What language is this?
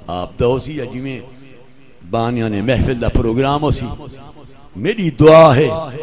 Saraiki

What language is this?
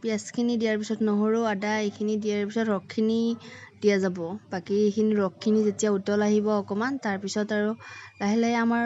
Assamese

